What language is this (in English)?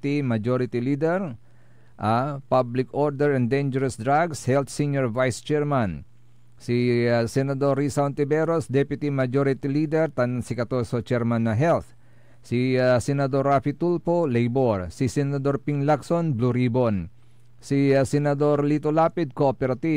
Pangasinan